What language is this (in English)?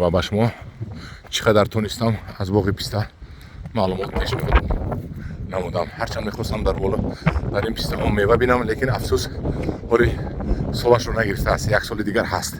Tajik